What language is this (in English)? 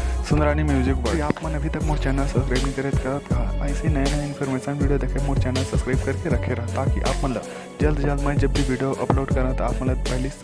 Chhattisgarhi